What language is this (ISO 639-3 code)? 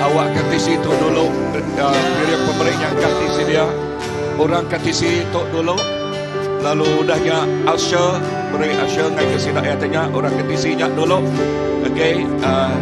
iba